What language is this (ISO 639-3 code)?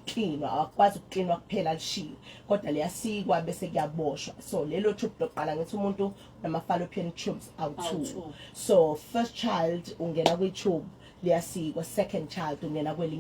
zul